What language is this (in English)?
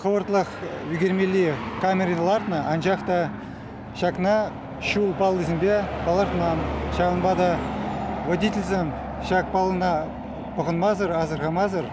Chuvash